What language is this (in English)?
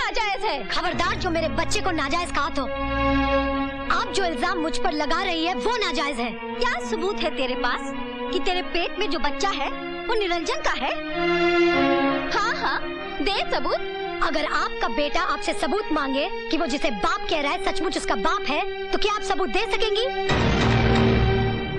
Hindi